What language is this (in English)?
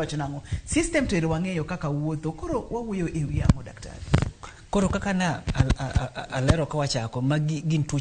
Luo (Kenya and Tanzania)